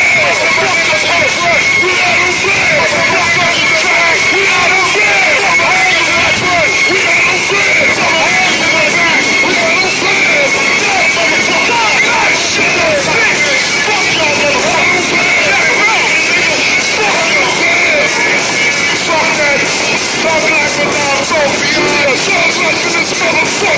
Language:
English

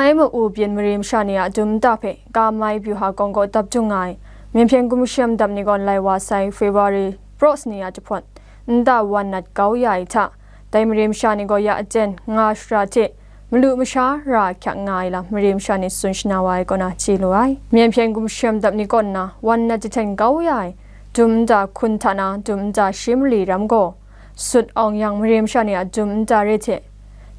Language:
Kachin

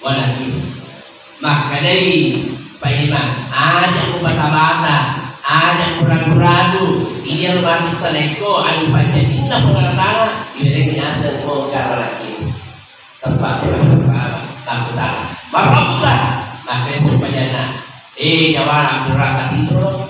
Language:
Buginese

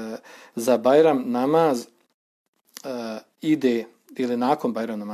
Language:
Bosnian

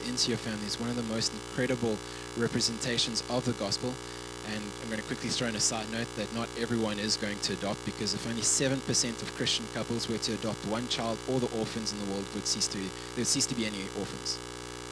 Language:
English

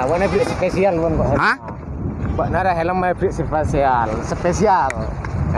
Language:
Madurese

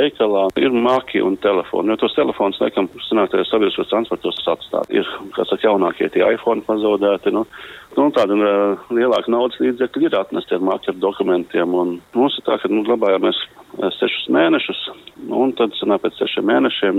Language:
Latvian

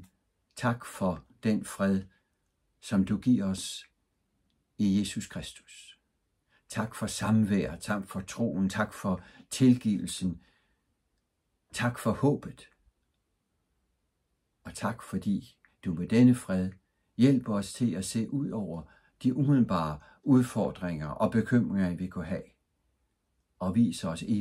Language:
Danish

